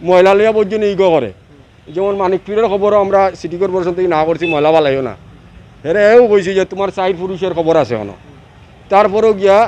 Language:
Sylheti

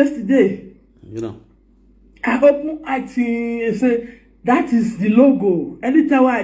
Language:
Nigerian Pidgin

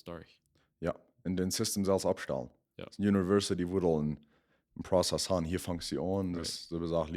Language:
Plautdietsch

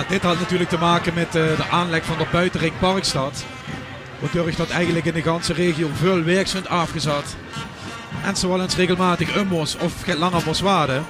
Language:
Limburgish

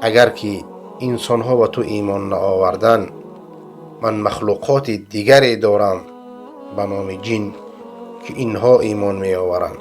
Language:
Persian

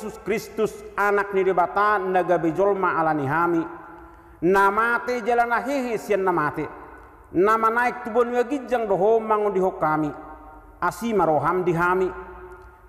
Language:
Batak Toba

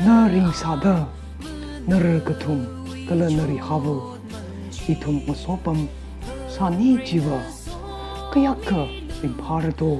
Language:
Tangkhul Naga (India)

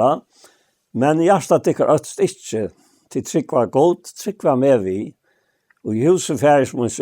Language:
Faroese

